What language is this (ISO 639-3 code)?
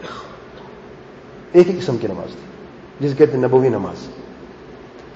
urd